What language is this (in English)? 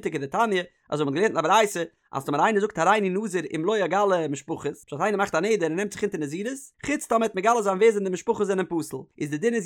Yiddish